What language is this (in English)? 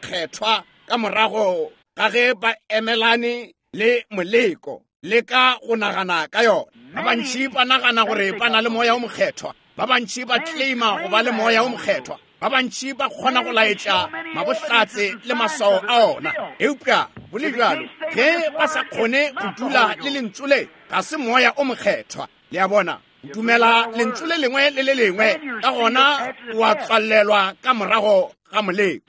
Northern Sotho